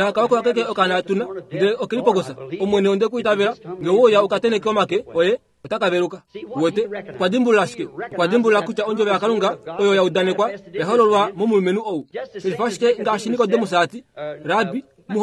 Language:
Kuanyama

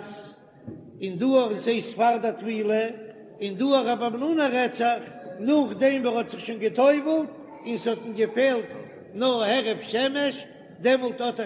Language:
Yiddish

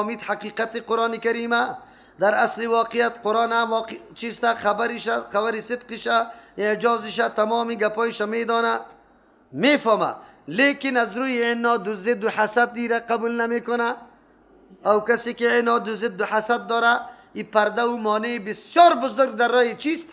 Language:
Persian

